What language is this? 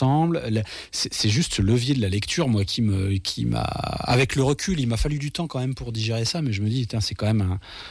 French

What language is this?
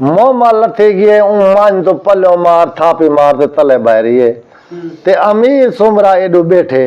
Saraiki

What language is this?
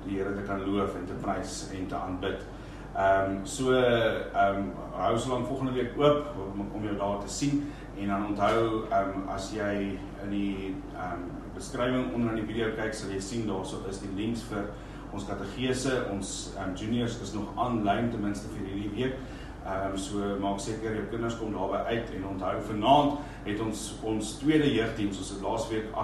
Afrikaans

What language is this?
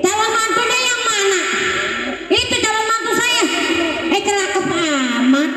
Betawi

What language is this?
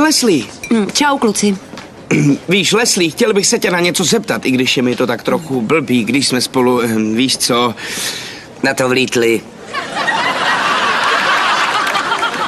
Czech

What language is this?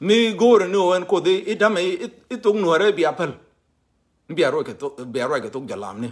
Nuer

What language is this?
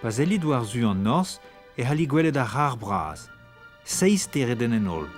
Breton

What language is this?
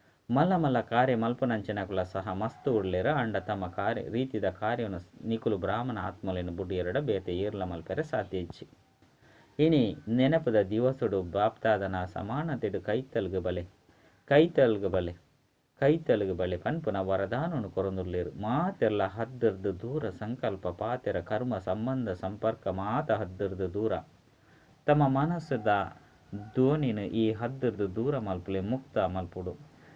Tulu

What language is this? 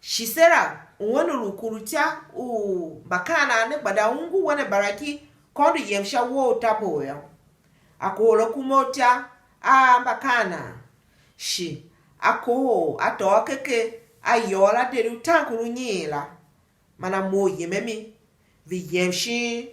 Tiv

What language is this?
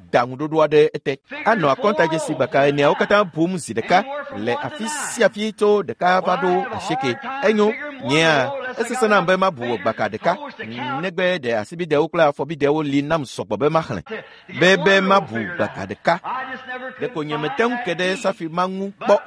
Ewe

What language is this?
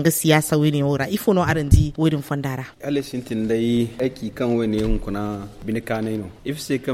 Zarma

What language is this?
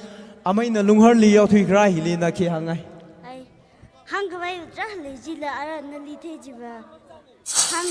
Tangkhul Naga (India)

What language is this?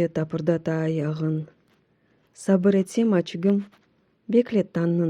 Crimean Tatar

